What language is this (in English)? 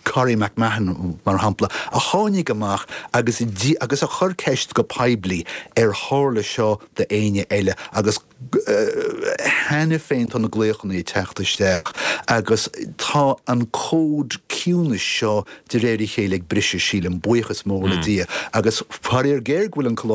Irish